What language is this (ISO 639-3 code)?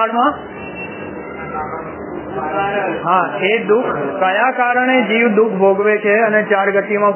guj